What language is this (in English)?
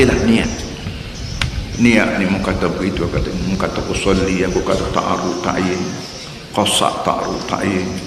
Malay